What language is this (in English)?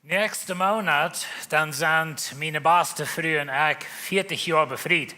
Plautdietsch